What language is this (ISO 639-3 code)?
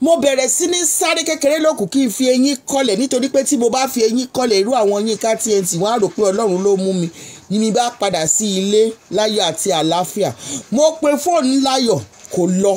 yor